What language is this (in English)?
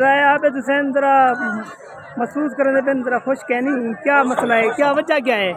Saraiki